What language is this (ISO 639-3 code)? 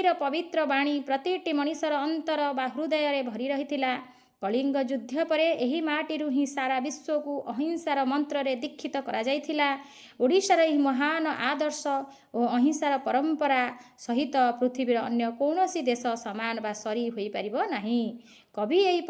ori